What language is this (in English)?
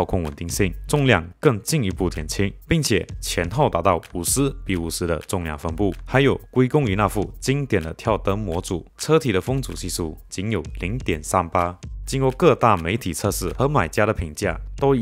Chinese